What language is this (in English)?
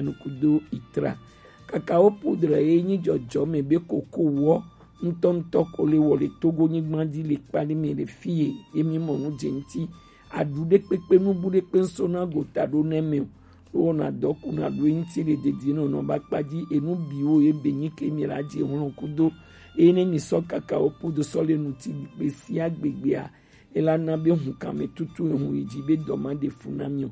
Gen